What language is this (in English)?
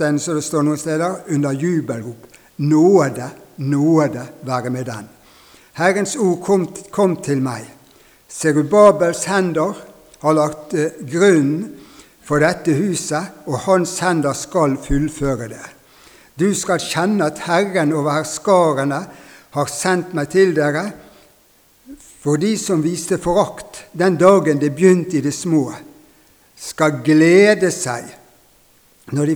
Norwegian